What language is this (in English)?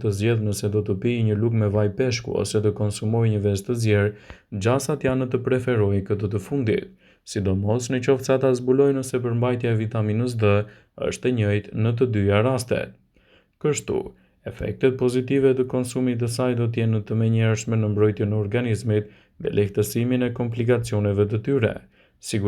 Albanian